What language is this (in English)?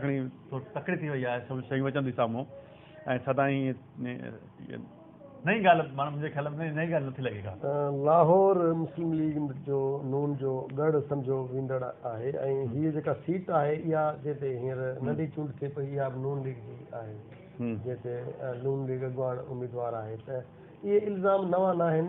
Sindhi